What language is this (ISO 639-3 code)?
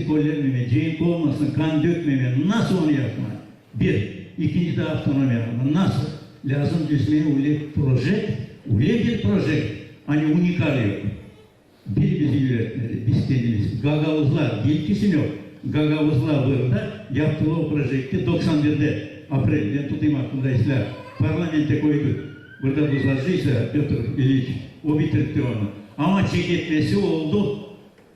gag